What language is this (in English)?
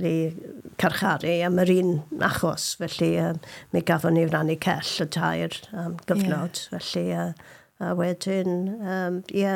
Welsh